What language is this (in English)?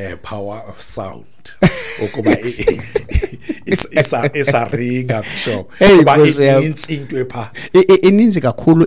Xhosa